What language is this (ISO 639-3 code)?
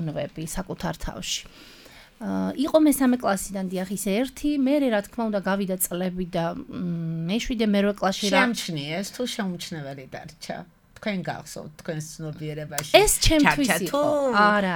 kat